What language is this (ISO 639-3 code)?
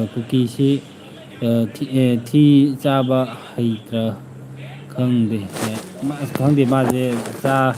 mni